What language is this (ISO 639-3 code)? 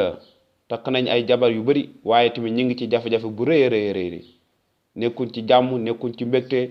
wol